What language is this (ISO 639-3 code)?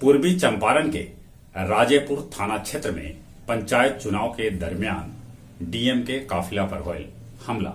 mag